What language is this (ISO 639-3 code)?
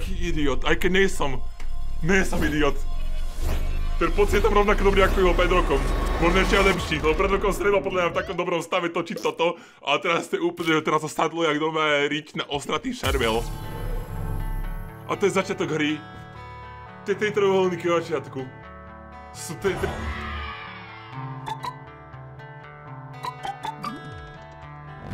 slk